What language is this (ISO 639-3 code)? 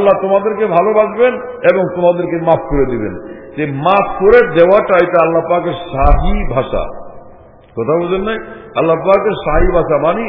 ben